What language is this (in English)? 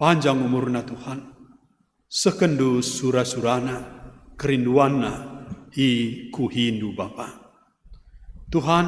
Batak Karo